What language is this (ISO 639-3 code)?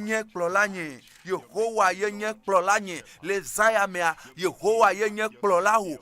ewe